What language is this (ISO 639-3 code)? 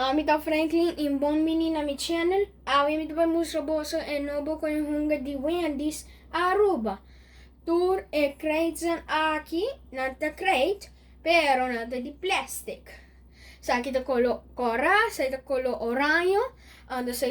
pap